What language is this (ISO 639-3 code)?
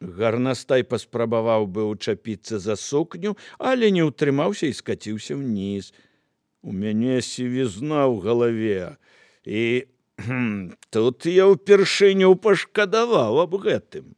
bel